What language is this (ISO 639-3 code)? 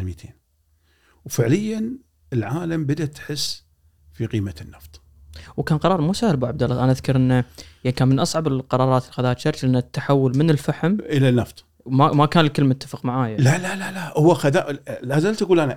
afb